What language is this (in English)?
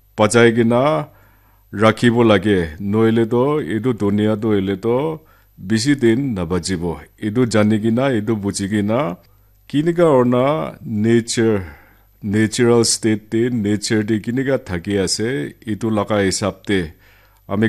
Naga Pidgin